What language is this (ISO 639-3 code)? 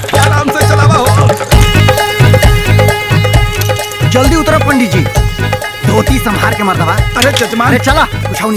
bho